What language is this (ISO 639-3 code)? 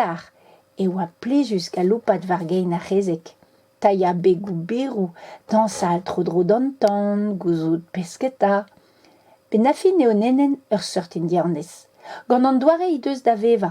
bre